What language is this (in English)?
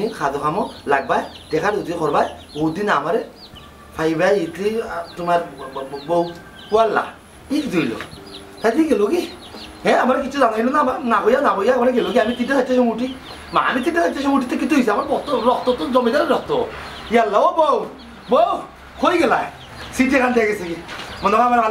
Sylheti